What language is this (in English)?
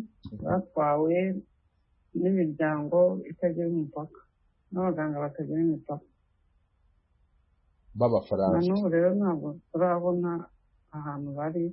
Kinyarwanda